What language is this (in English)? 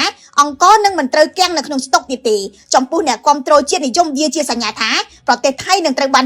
Khmer